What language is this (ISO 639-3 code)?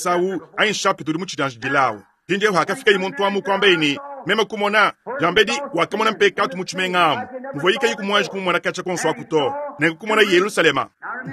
lua